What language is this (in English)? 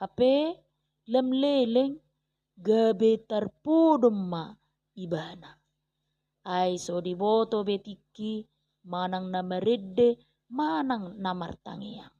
Batak Toba